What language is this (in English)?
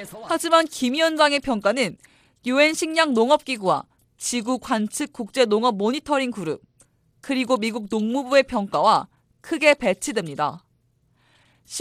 Korean